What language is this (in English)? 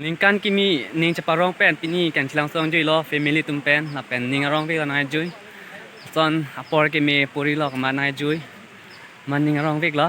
Karbi